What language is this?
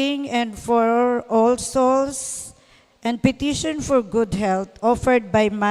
Bikol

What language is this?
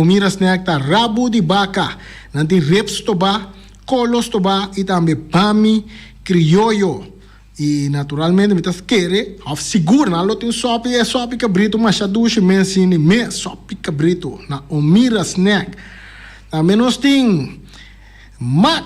Papiamento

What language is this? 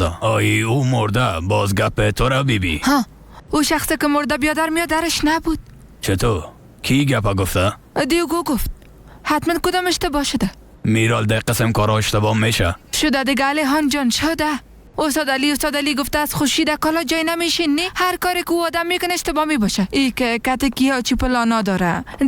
Persian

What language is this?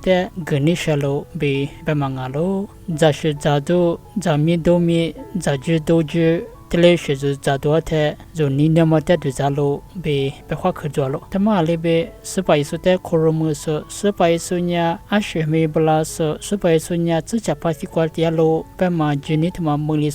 Lisu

